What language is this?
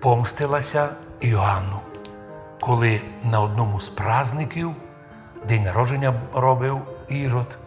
Rusyn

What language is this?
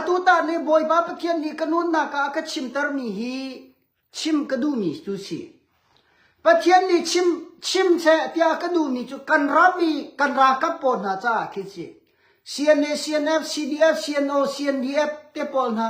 Hakha Chin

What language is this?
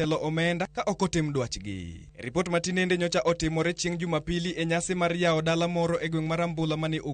Luo (Kenya and Tanzania)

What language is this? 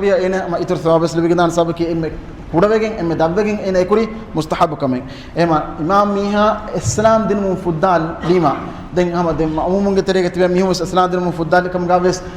Divehi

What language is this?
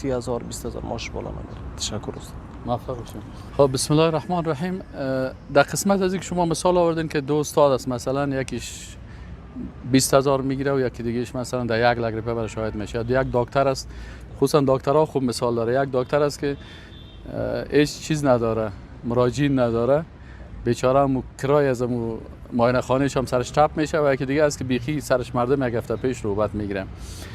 Persian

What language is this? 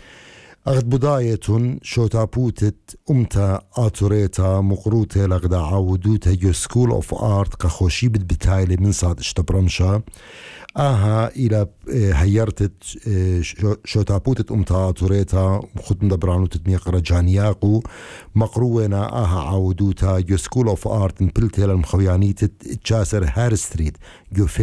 Assyrian Neo-Aramaic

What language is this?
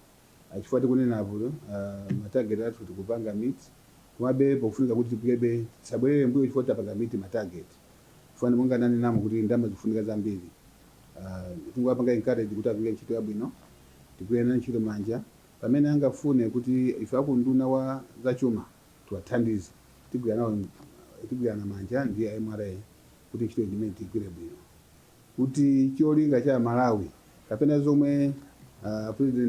Nyanja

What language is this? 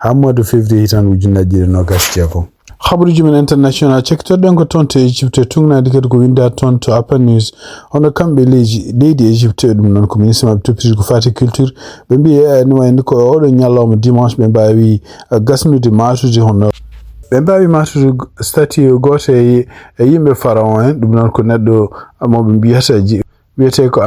Fula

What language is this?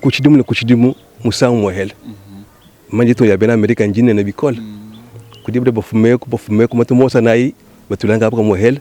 Luba-Lulua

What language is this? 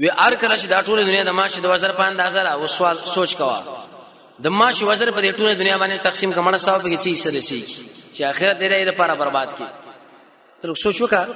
Pashto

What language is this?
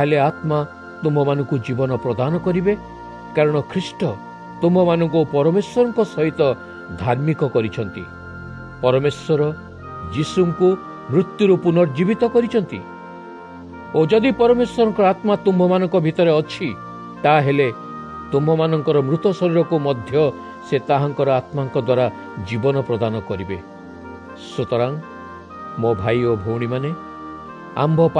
Odia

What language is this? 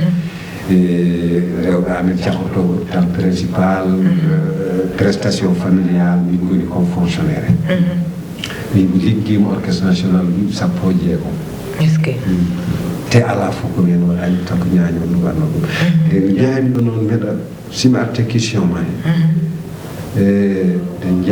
Fula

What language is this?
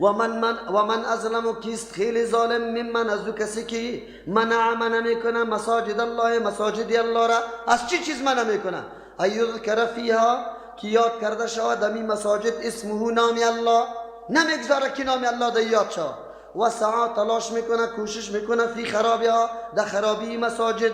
Persian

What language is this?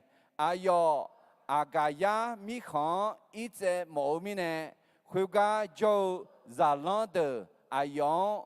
Akha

